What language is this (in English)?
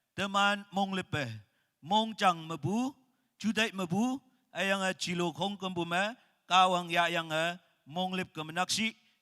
Naga Pidgin